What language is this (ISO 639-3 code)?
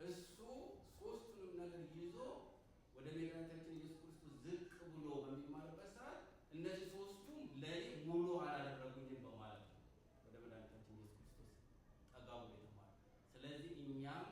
amh